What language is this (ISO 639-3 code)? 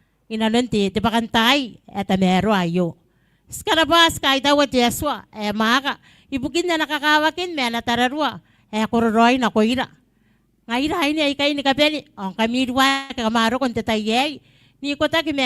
gil